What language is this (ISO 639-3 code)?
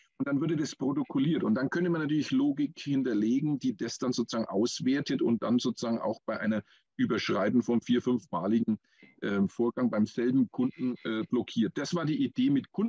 deu